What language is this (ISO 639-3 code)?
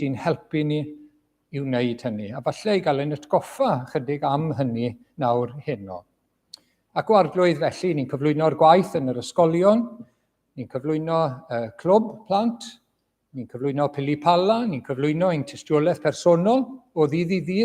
cym